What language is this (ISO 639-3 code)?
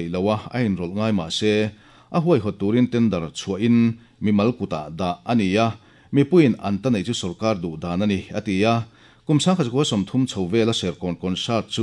lus